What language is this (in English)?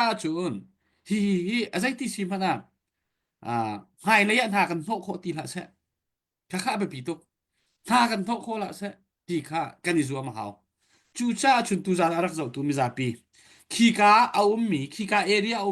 Hakha Chin